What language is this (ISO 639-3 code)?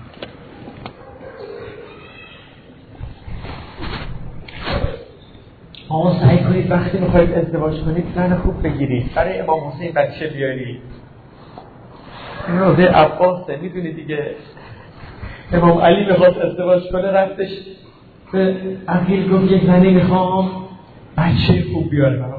fas